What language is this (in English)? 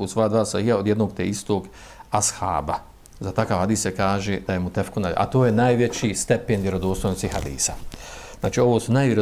Bosnian